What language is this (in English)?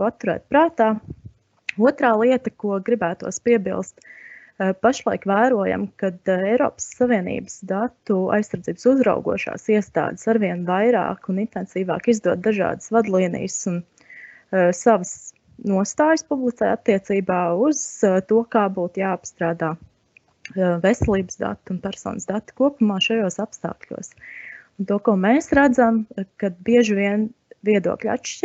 Latvian